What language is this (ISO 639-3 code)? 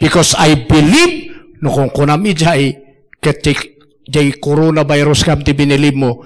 ilo